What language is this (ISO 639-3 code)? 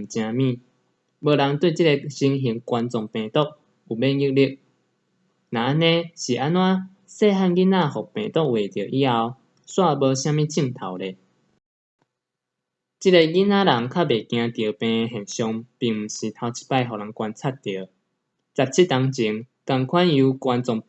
nan